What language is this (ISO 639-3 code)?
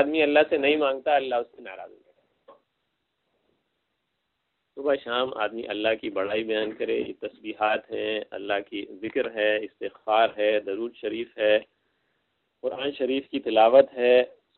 urd